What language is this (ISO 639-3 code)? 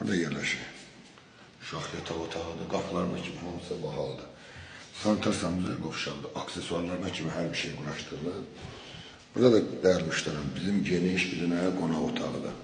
aze